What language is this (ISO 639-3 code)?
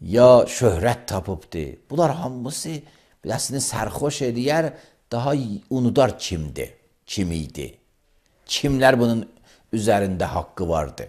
aze